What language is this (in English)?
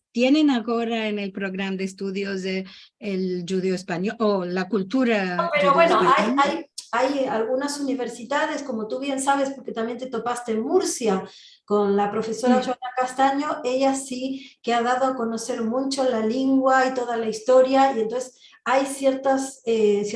Ladino